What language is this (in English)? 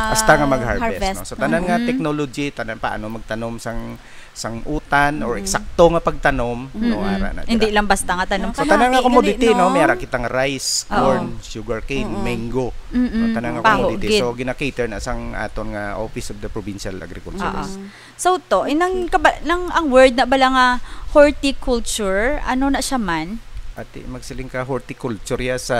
Hiligaynon